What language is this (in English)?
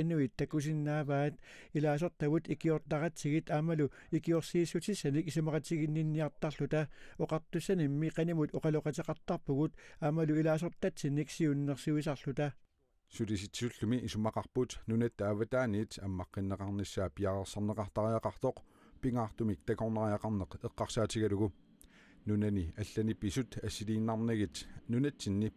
Kalaallisut